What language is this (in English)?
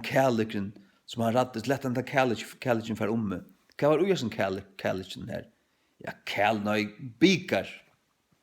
Faroese